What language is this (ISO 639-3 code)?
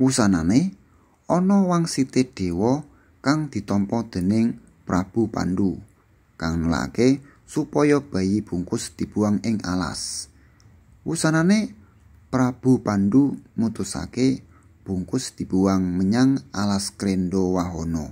jav